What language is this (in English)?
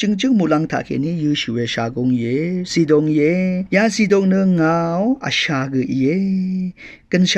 Rawang